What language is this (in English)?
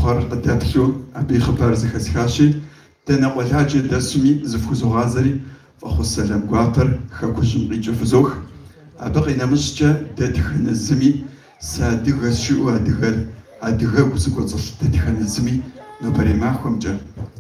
Kabardian